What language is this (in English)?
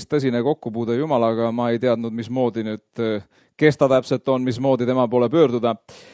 Estonian